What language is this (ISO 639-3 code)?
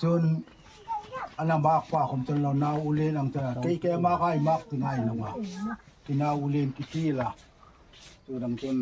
hmr